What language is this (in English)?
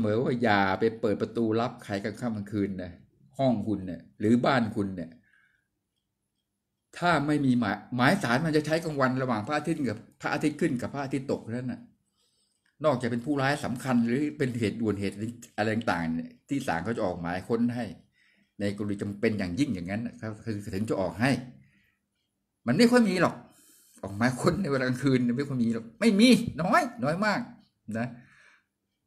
Thai